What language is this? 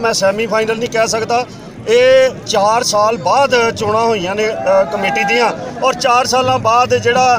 Punjabi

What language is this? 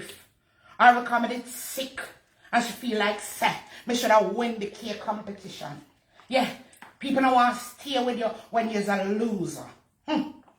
Jamaican Creole English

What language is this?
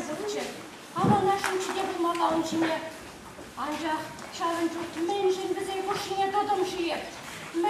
Chuvash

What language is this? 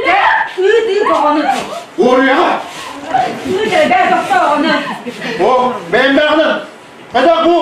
Yakut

